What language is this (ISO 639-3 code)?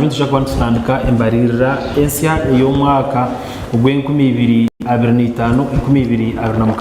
nyn